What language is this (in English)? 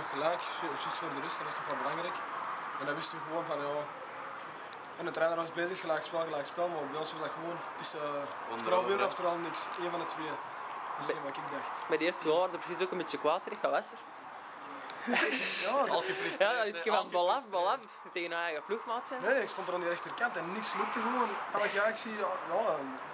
Dutch